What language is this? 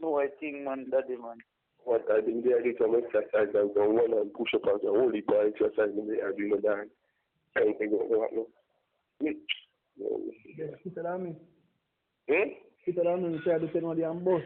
Jamaican Creole English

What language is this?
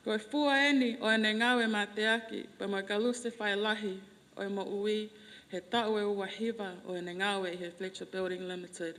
Tongan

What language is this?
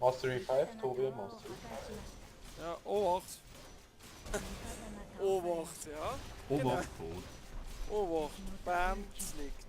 Bavarian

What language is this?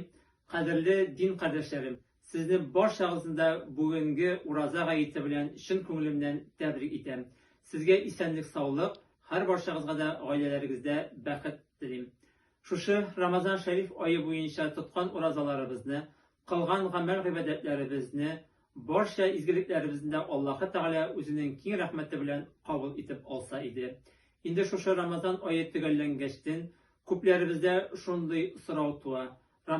Tatar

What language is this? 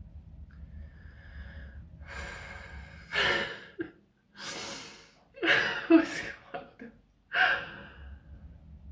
Estonian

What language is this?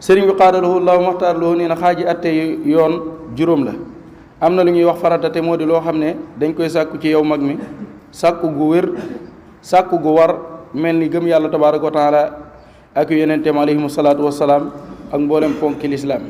Wolof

